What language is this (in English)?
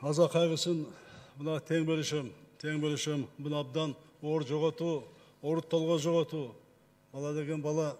Kyrgyz